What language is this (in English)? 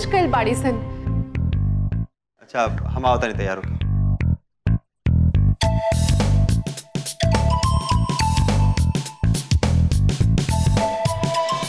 Bhojpuri